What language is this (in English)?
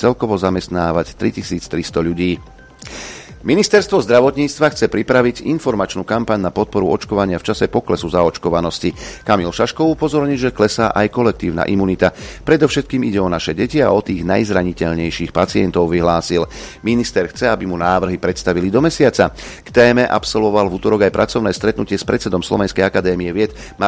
Slovak